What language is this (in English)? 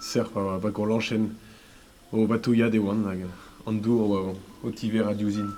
Breton